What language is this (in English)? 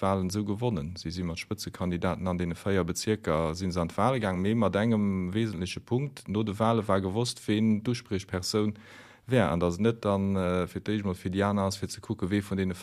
Luxembourgish